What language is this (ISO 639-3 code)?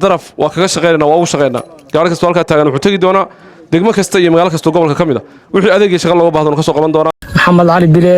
som